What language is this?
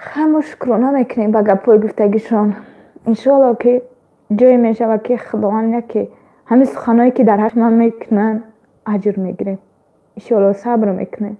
Tajik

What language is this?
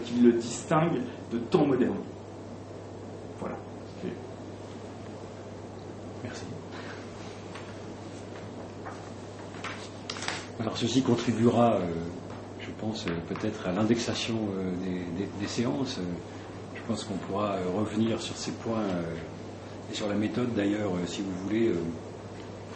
French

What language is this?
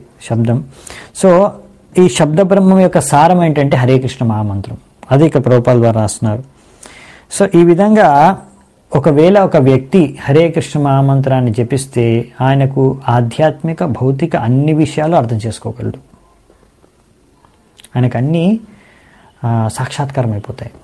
Telugu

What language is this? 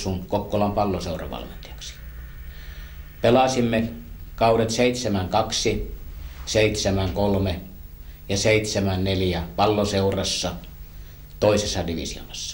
Finnish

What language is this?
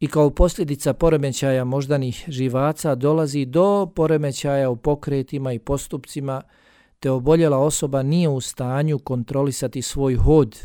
Bosnian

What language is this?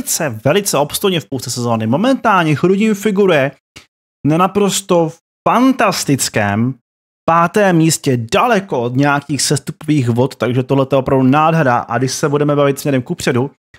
Czech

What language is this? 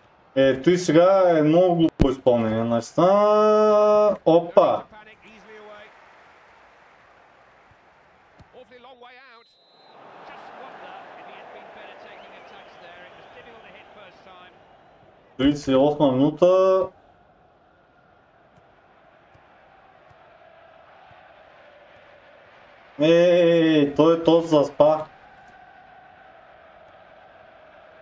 Bulgarian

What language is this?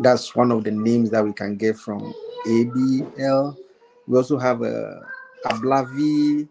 Ewe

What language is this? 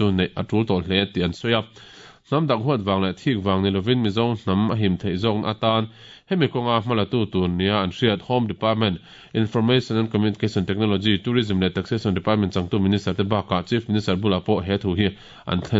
Mizo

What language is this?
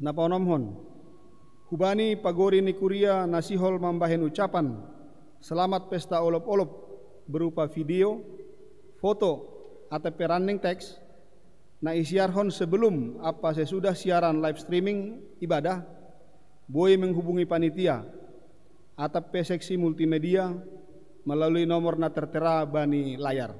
Batak Simalungun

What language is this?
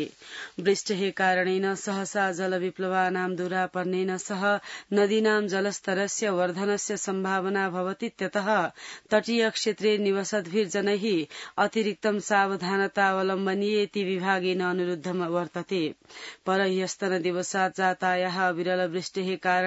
Sanskrit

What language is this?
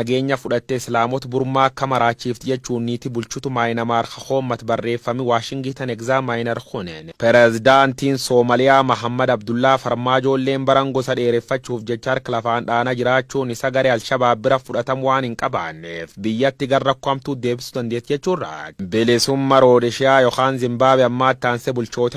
Oromo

